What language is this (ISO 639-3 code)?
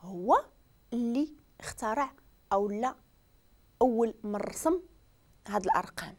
ary